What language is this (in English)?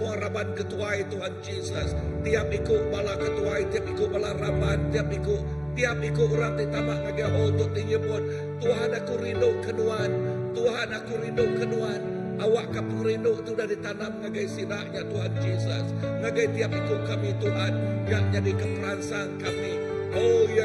Iban